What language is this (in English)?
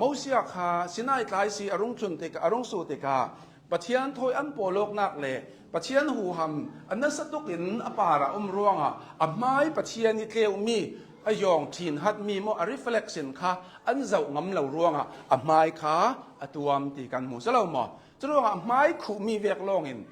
Hakha Chin